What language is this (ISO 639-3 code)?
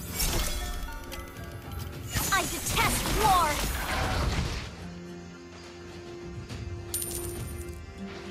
eng